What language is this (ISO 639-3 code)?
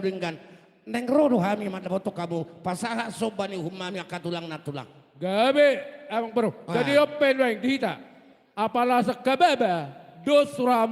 bbc